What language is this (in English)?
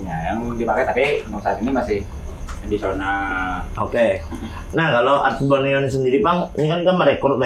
Banjar